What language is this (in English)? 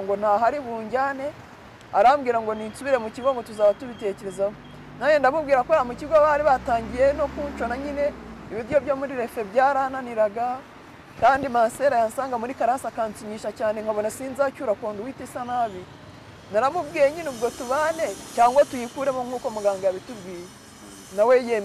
Kinyarwanda